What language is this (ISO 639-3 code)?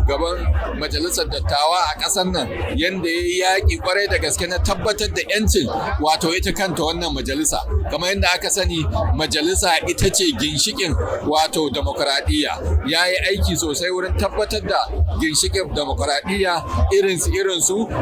hau